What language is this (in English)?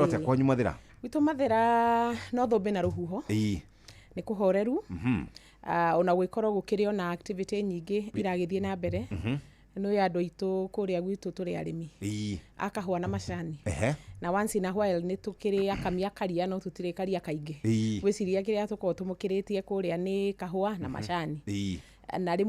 Kikuyu